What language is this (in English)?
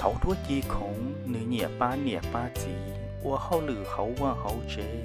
Hmong